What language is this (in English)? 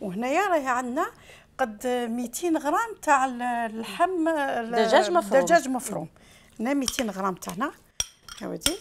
Algerian Arabic